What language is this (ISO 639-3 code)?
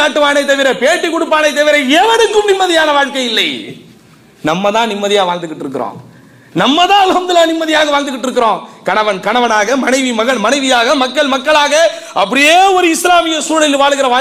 tam